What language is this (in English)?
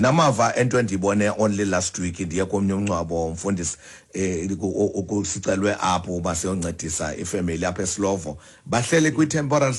Xhosa